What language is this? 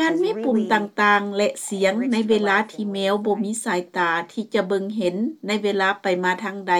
Lao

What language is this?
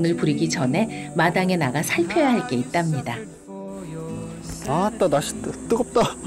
Korean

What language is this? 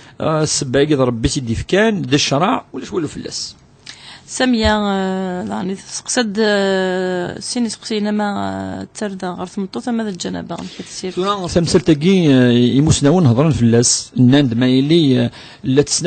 Kabyle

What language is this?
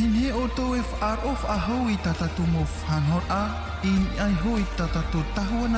Tahitian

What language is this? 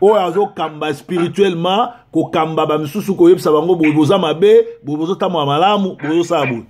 Lingala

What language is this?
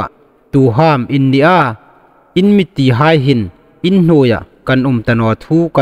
Hmar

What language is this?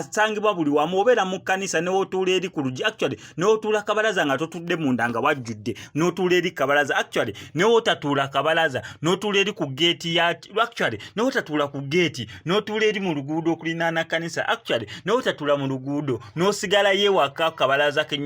Ganda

